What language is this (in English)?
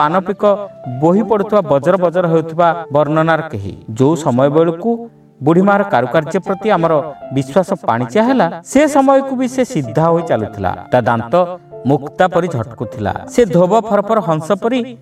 Odia